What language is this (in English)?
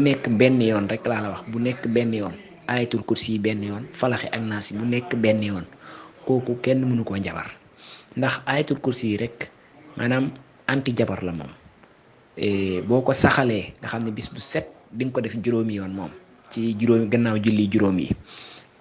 Wolof